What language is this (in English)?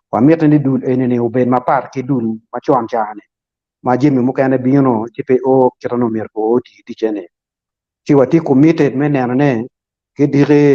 Acoli